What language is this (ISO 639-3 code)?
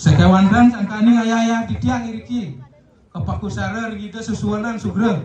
ban